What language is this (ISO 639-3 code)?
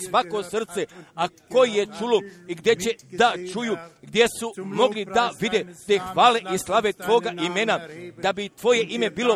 hrv